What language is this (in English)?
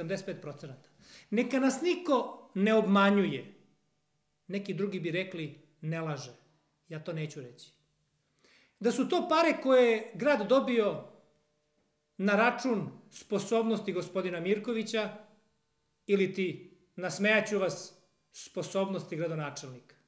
Serbian